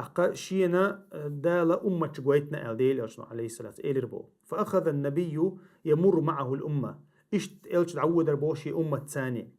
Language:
Chechen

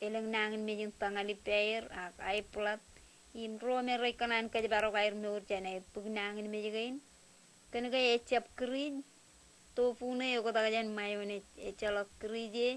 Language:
Marshallese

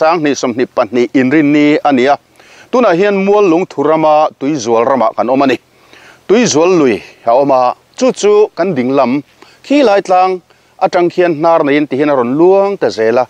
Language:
Mizo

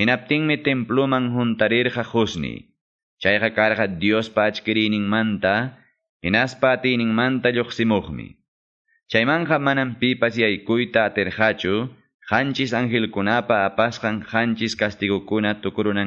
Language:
Quechua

